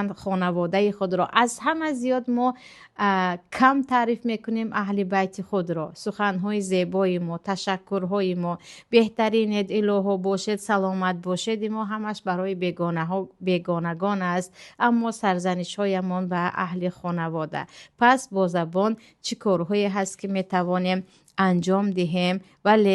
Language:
Tajik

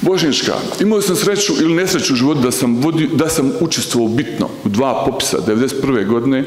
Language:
Bosnian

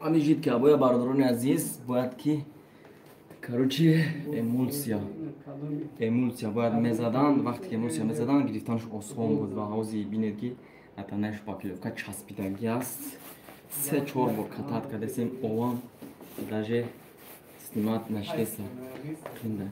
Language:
Tajik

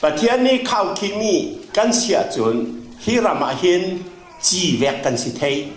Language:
Falam Chin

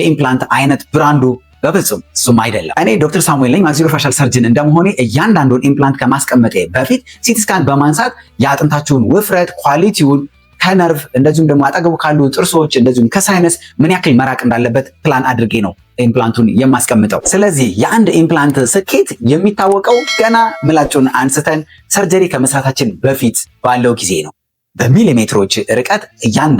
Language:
Amharic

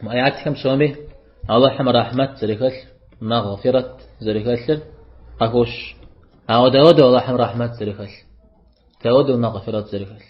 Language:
Kabardian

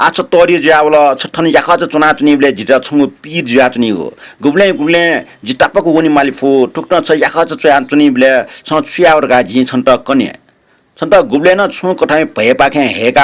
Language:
Newari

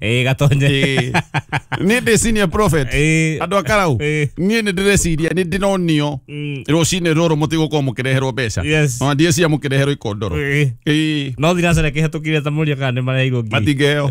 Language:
Kikuyu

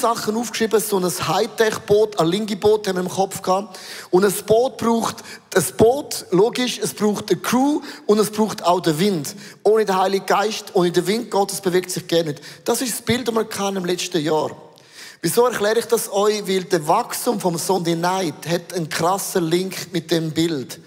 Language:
Swiss German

